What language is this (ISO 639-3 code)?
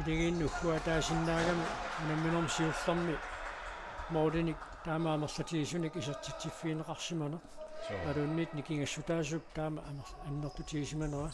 kal